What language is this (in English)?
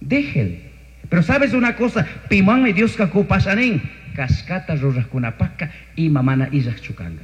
Chimborazo Highland Quichua